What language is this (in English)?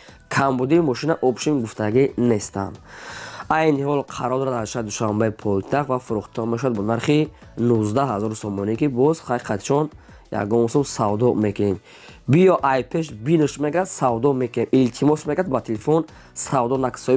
Tajik